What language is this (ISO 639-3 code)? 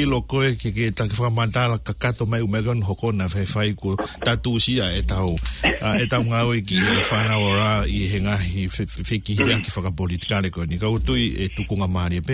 ton